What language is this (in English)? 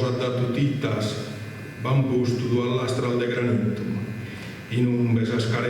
Sardinian